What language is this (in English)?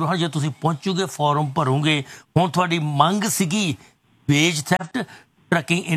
Punjabi